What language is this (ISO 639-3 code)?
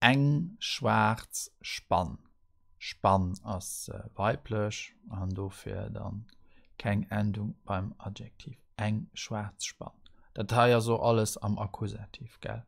ltz